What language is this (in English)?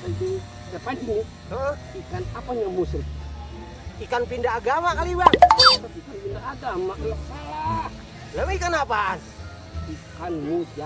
Betawi